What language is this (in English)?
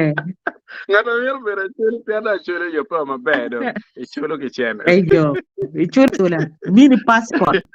Acoli